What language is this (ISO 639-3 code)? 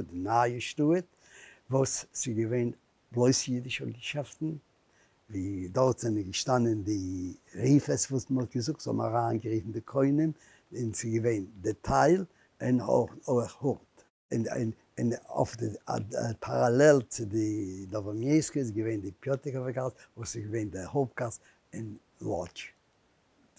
yid